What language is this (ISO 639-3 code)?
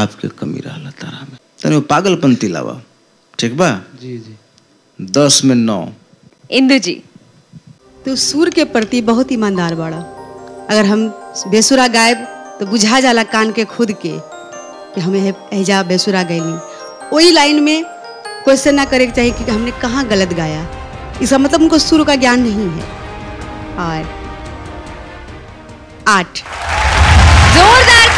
bho